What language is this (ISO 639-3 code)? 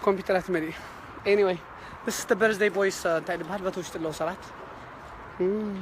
tir